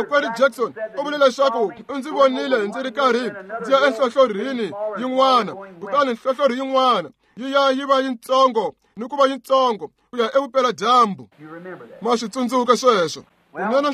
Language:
Tsonga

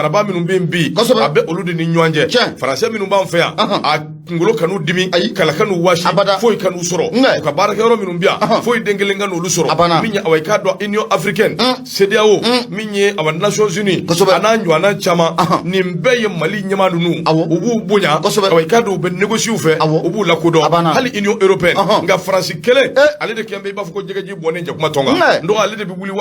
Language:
Bambara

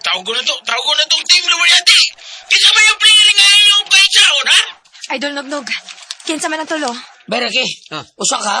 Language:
Cebuano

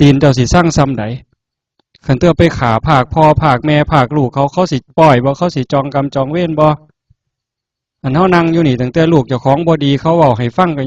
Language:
Northeastern Thai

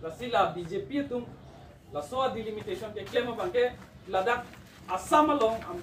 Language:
Karbi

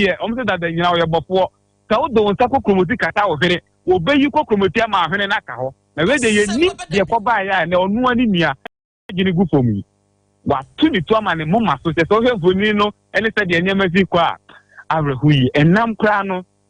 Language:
Akan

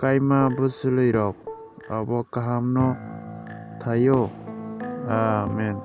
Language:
Kok Borok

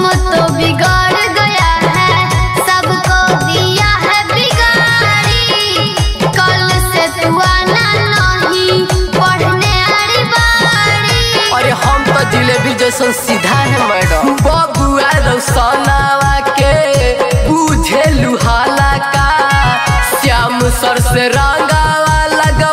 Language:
Bhojpuri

